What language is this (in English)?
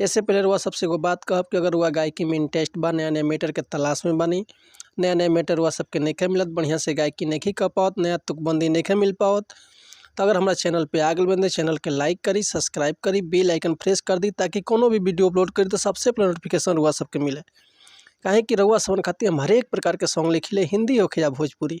Bhojpuri